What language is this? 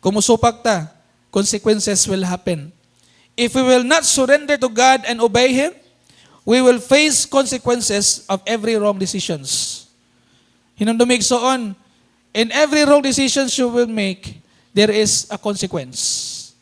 Cebuano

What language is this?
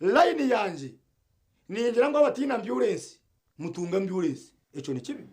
Nyankole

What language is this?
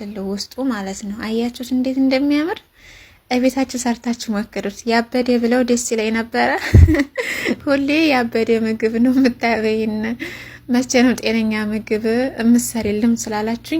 Amharic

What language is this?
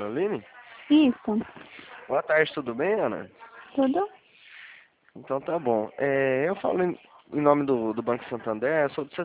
Portuguese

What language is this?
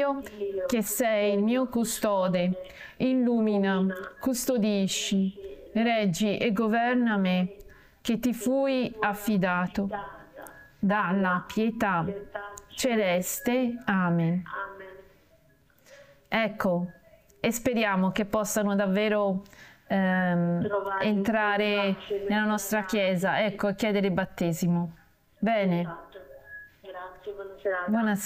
Italian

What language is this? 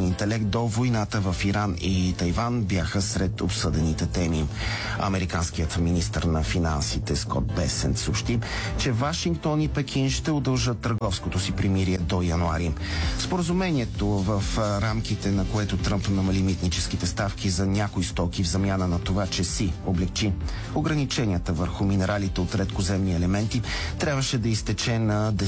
Bulgarian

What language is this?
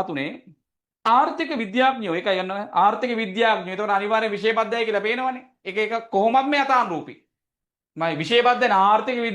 Sinhala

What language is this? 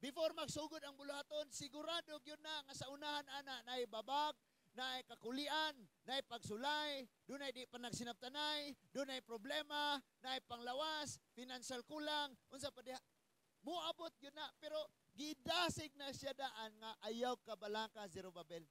Cebuano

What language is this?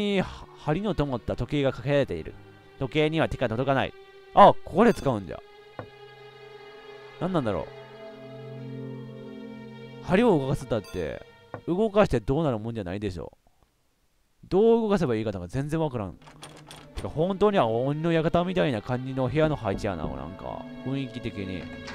Japanese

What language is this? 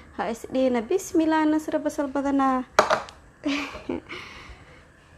Somali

